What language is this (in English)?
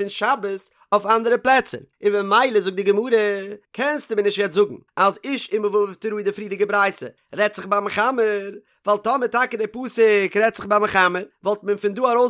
Yiddish